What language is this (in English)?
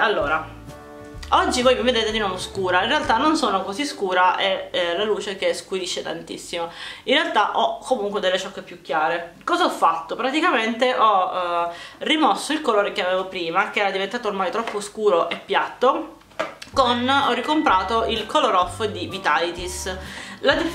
Italian